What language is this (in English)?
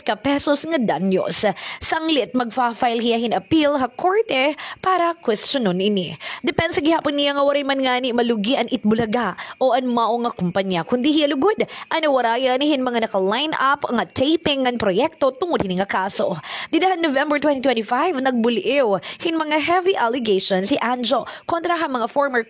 Waray